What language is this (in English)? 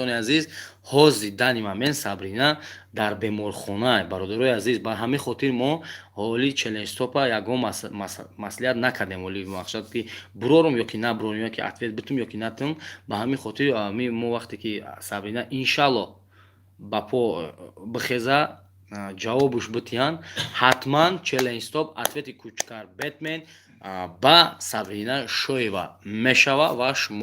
Tajik